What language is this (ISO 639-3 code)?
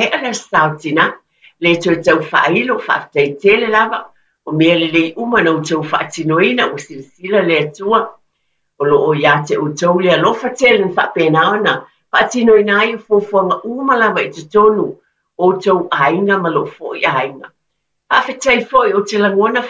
smo